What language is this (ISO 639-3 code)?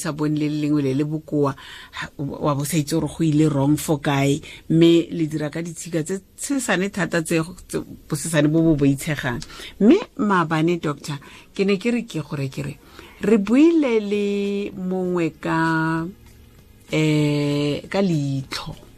tsn